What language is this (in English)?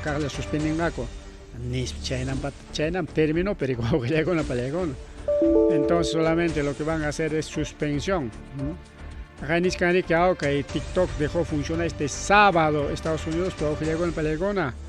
Ayacucho Quechua